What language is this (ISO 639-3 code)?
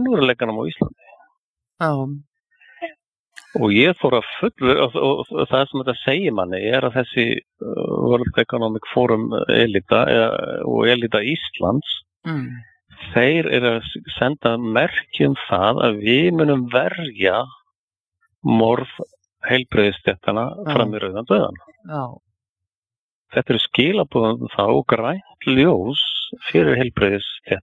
isl